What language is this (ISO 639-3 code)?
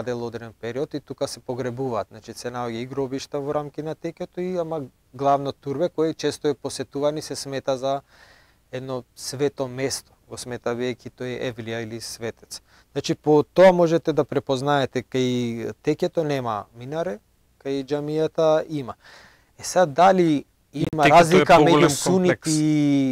mkd